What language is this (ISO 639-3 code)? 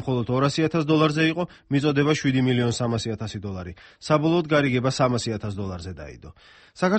kat